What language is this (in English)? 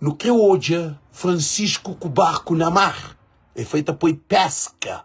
Kabuverdianu